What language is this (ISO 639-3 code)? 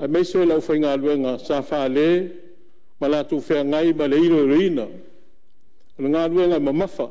smo